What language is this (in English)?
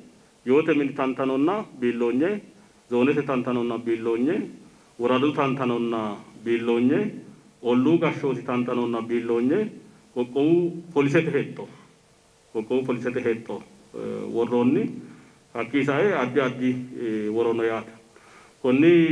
Sidamo